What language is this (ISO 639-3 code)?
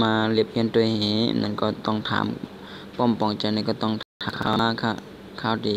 shn